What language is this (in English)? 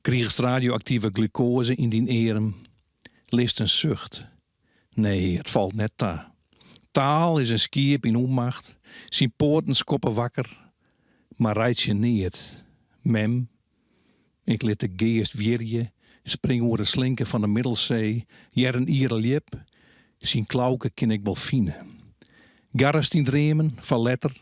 Western Frisian